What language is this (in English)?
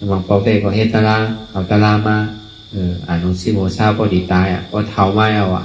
Shan